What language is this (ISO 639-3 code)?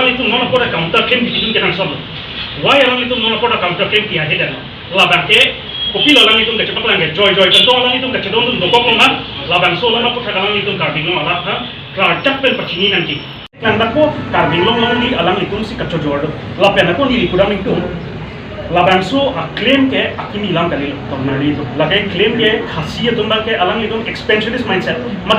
mjw